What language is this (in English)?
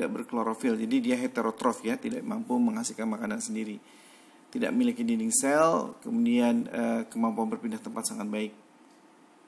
Indonesian